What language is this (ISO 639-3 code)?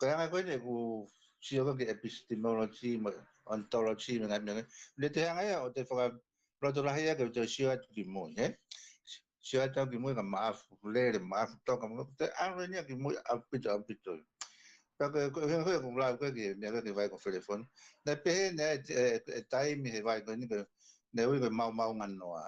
ton